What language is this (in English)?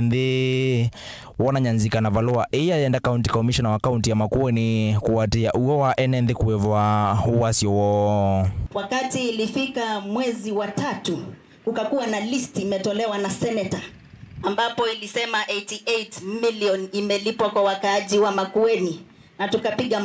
Kamba